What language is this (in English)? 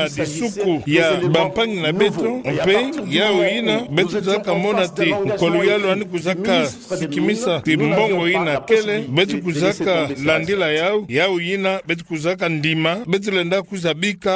Kituba (Democratic Republic of Congo)